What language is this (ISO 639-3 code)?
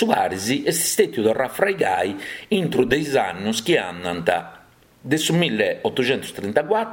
srd